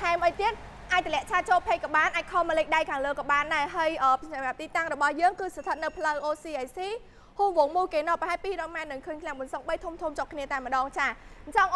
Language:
Khmer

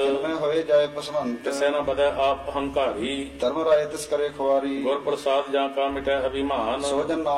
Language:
Punjabi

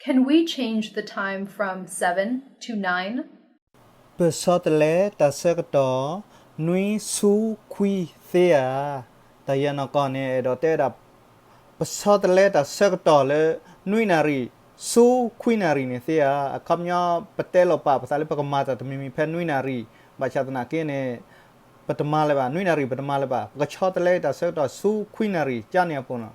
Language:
S'gaw Karen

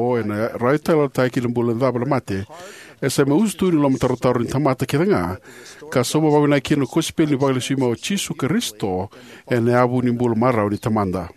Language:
Fijian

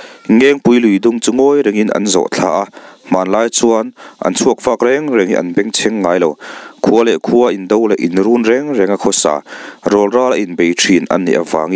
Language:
Mizo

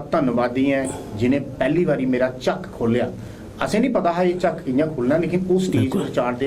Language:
Dogri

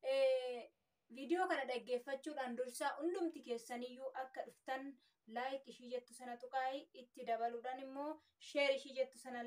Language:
Oromo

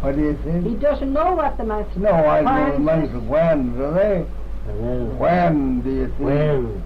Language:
Manx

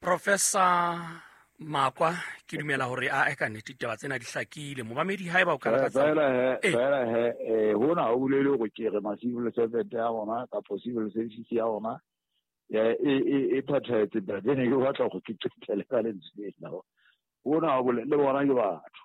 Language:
Southern Sotho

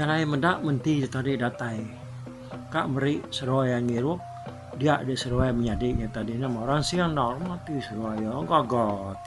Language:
Iban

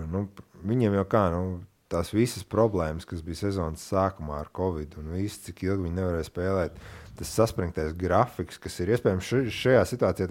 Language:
Latvian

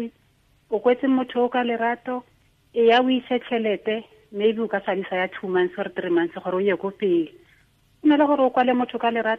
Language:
Tswana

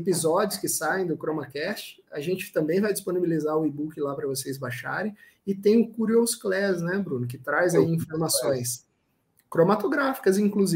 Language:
Portuguese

